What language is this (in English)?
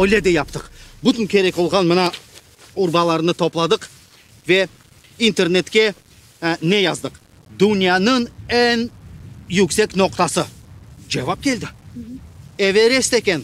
Crimean Tatar